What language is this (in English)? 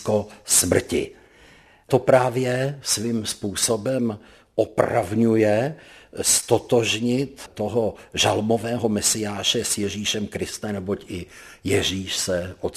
Czech